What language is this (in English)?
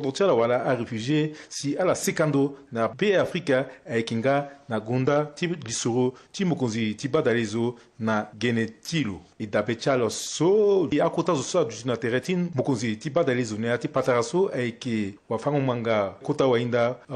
Sango